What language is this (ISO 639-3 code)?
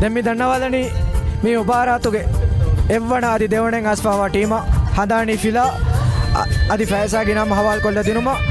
div